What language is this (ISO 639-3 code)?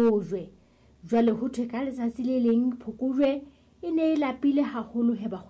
sot